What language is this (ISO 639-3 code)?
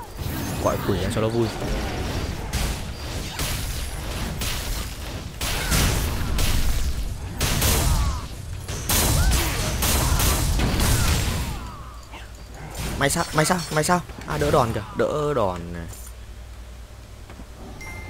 vie